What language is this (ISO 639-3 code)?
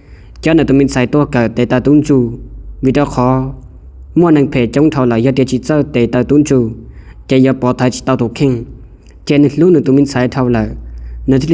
hmn